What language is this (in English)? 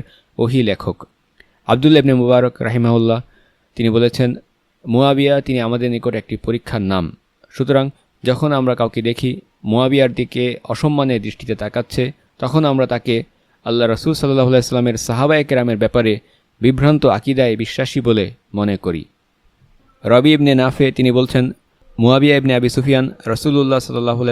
Bangla